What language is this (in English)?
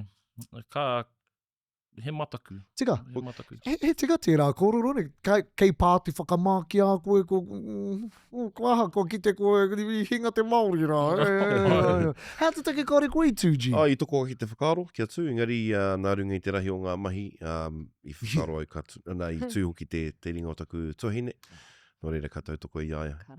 Māori